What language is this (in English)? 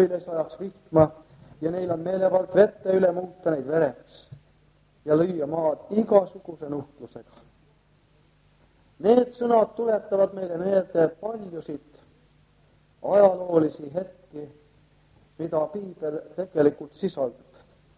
Estonian